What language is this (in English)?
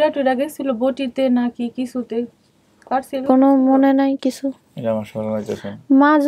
Bangla